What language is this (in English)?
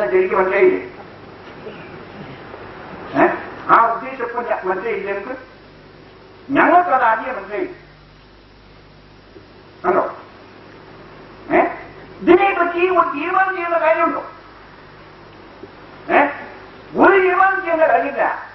Malayalam